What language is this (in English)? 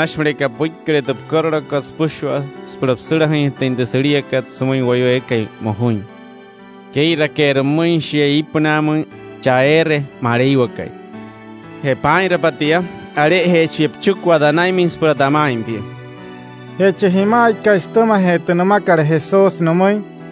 Wayuu